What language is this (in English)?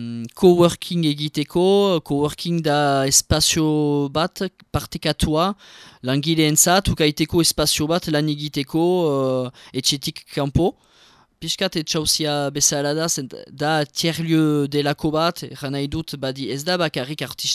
Basque